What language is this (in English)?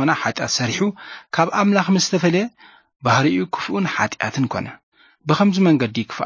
Tigrinya